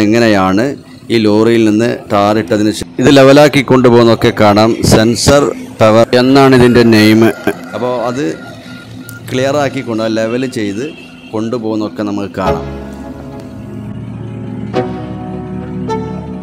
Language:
Malayalam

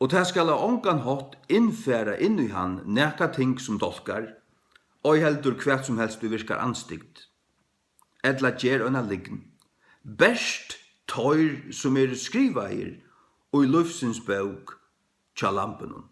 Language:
Faroese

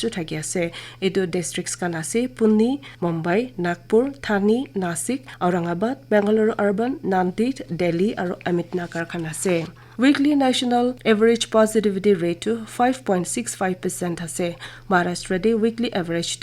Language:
Naga Pidgin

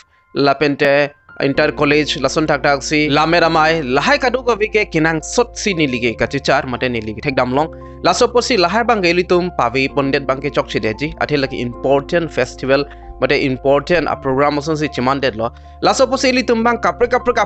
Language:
Karbi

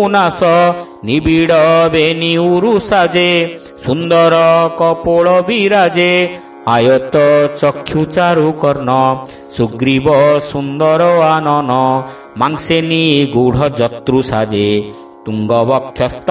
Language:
Odia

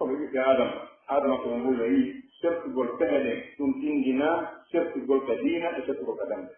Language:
Pular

